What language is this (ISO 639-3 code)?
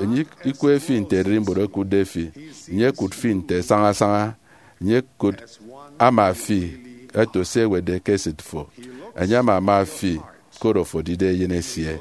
efi